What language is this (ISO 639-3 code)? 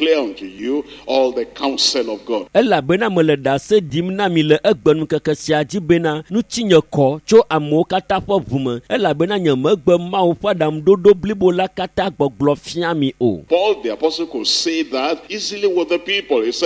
ewe